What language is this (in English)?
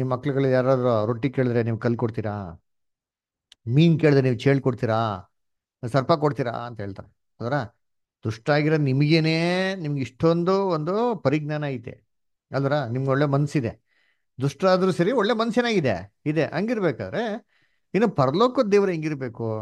Kannada